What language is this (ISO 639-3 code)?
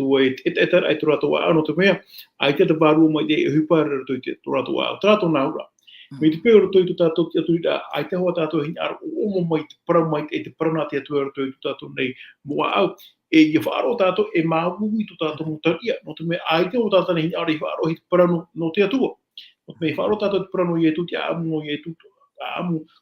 tah